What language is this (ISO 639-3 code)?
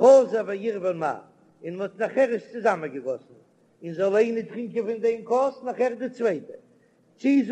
yid